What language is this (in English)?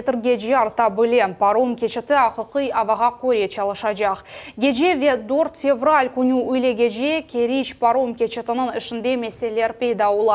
Crimean Tatar